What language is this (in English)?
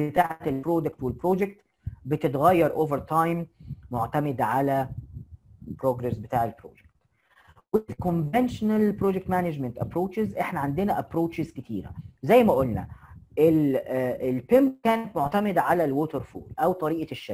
Egyptian Arabic